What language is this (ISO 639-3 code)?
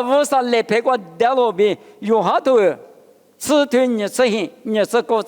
lis